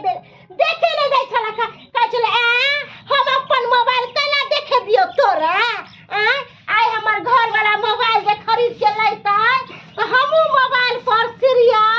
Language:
Maithili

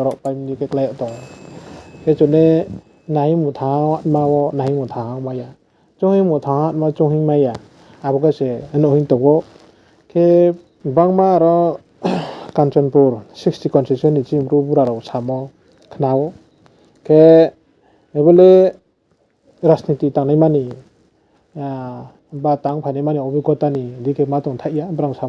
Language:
Riang (India)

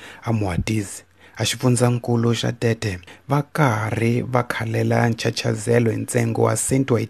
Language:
Tsonga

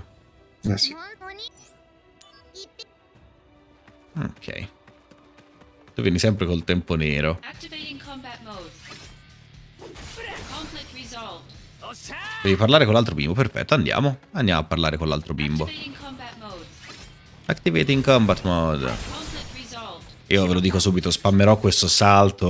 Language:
Italian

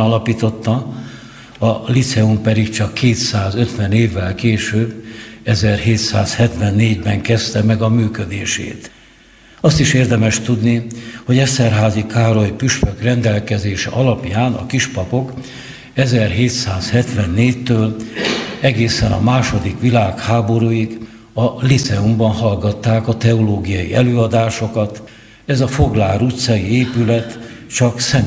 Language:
Hungarian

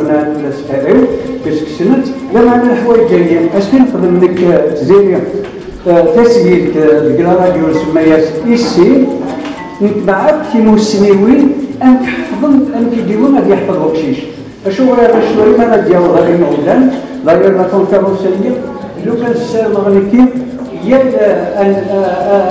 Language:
Kabyle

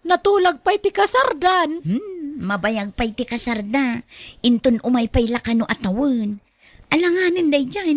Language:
Iloko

